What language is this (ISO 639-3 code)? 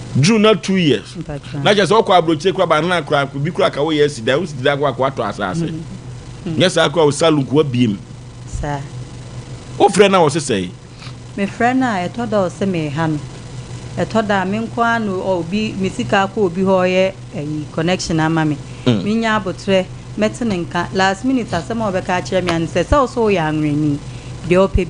aka